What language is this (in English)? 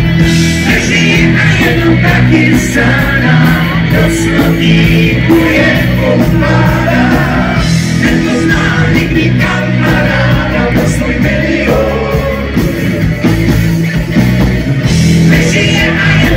Czech